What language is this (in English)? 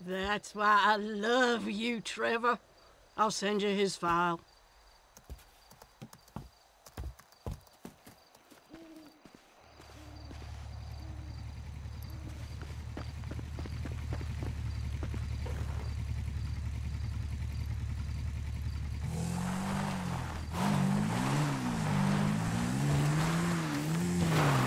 English